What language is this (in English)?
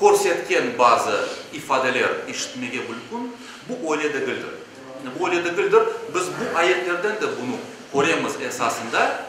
Crimean Tatar